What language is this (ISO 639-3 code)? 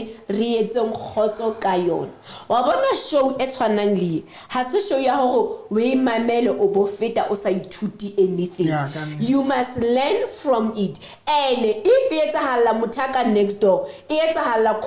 sot